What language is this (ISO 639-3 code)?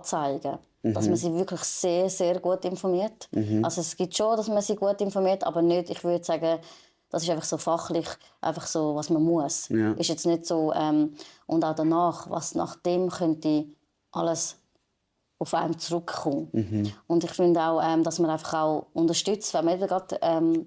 gsw